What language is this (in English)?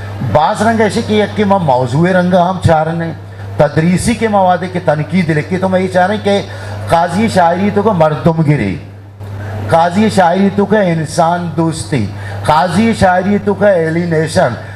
Eastern Balochi